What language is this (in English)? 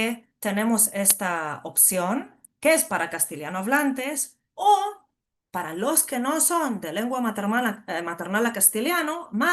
Ladino